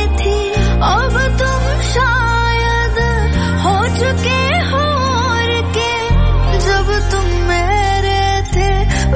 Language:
Punjabi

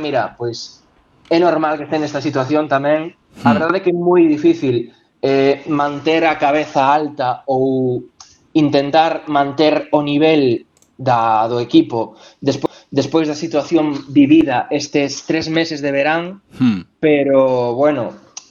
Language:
Galician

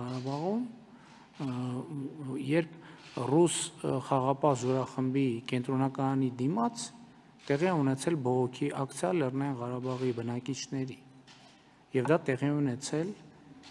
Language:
Armenian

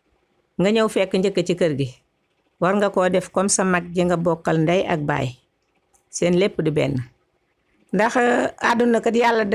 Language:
Wolof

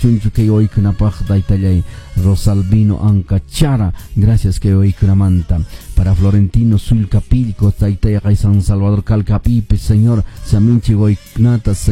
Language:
Quechua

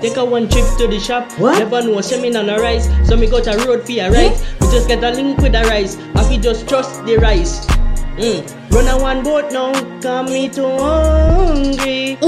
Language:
Jamaican Creole English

